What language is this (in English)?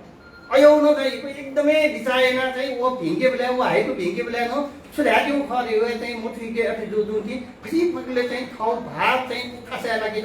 Newari